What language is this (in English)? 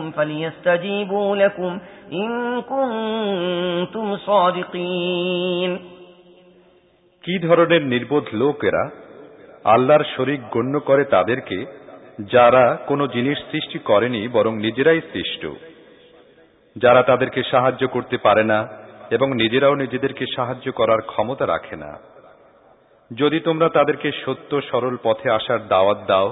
Bangla